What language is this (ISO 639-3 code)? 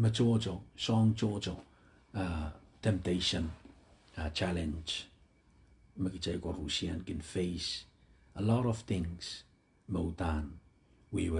pon